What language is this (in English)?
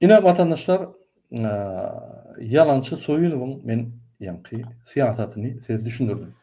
Turkmen